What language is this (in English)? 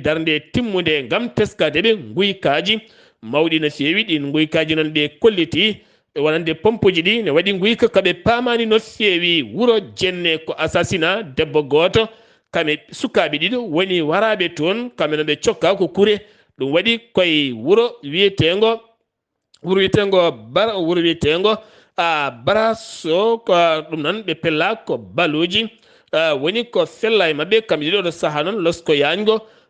Fula